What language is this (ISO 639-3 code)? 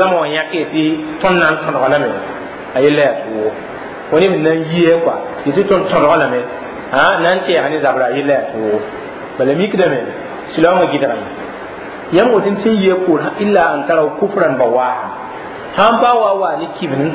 mos